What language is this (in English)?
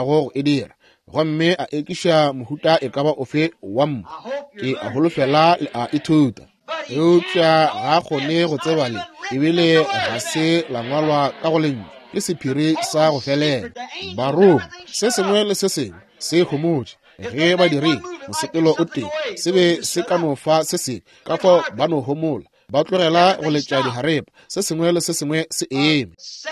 Northern Sotho